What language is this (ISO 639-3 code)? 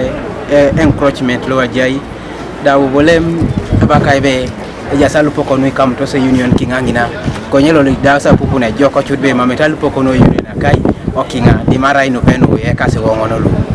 teo